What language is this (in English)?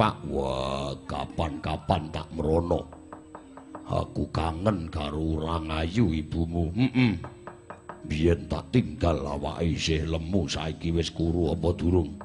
Javanese